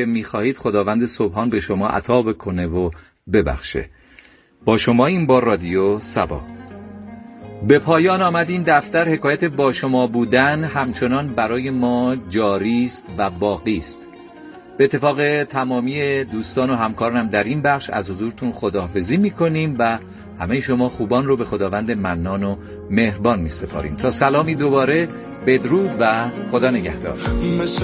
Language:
Persian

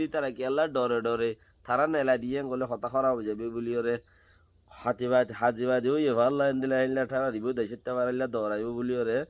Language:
Rohingya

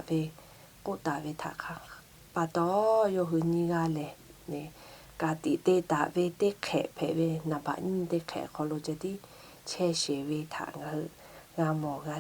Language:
Lahu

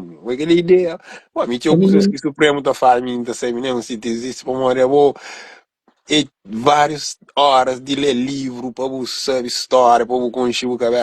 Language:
Kabuverdianu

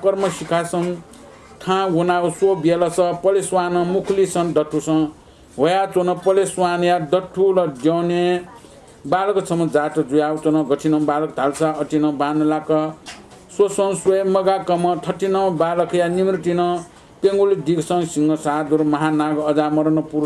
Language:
Newari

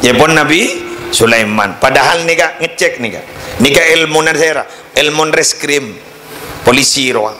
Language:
Madurese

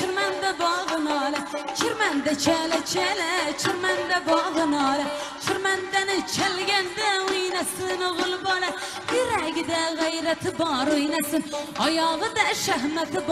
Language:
Crimean Tatar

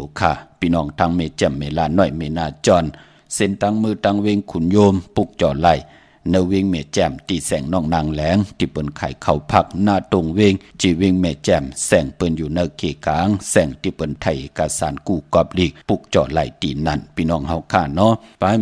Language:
Shan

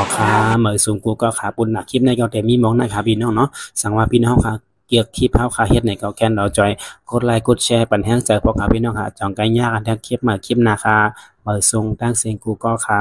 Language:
Shan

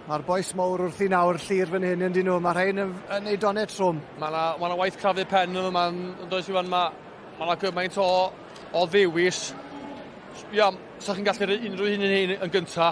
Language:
Welsh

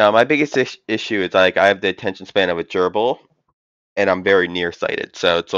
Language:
English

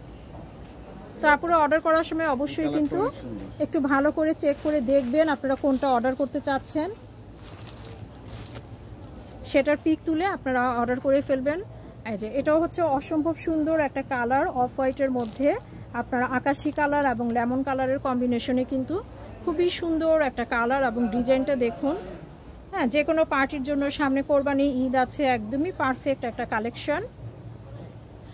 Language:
Bangla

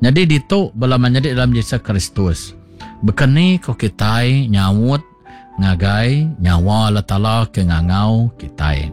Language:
Iban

